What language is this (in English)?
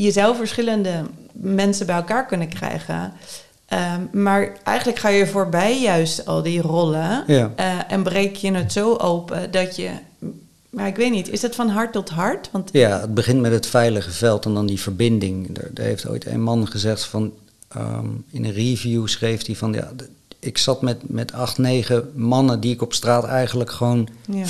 Dutch